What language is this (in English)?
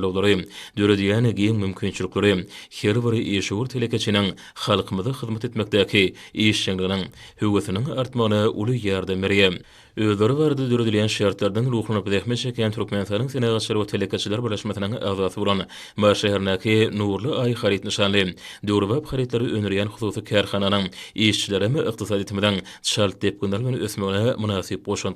Turkmen